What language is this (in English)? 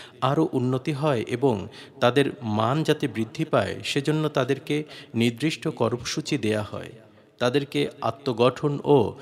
Bangla